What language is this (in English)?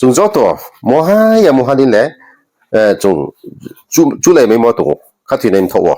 Riang (India)